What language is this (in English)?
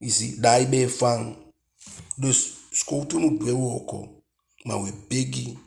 Eastern Maroon Creole